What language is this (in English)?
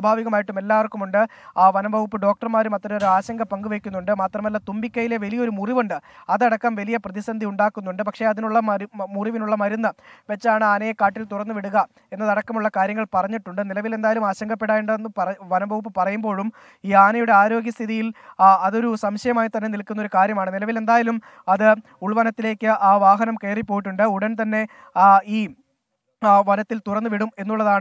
Malayalam